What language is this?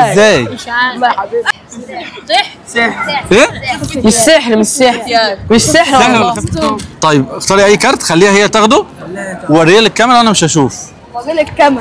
Egyptian Arabic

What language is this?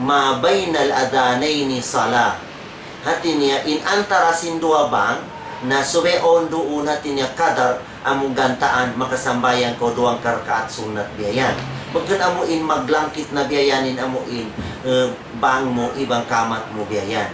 Tausug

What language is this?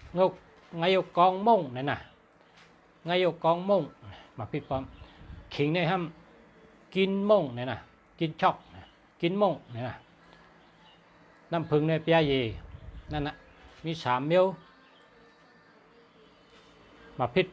Shan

